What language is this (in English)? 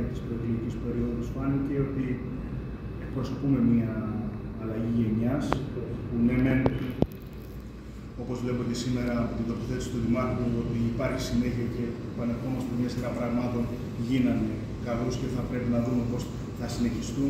Greek